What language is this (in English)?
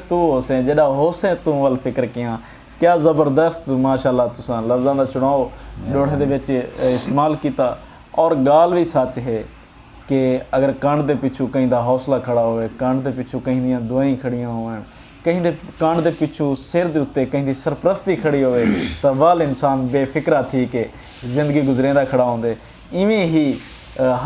Saraiki